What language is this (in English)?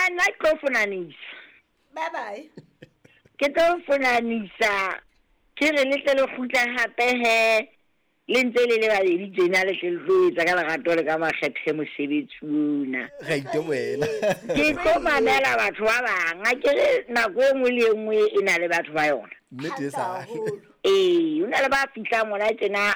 Southern Sotho